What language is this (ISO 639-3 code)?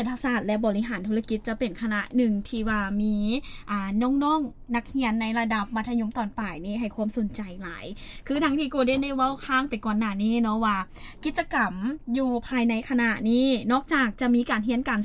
lao